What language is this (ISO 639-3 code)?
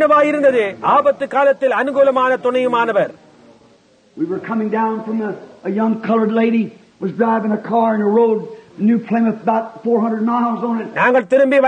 tam